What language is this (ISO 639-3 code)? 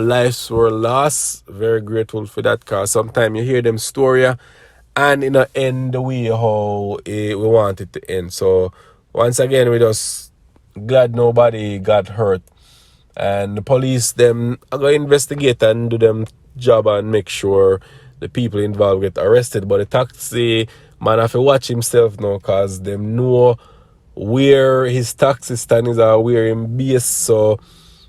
jam